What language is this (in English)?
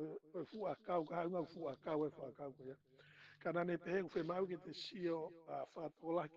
Tongan